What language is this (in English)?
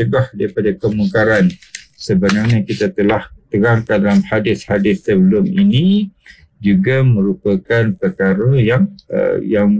Malay